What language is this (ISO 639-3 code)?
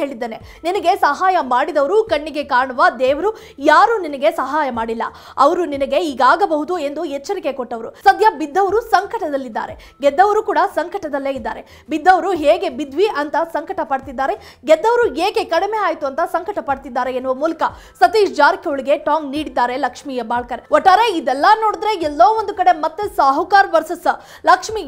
kan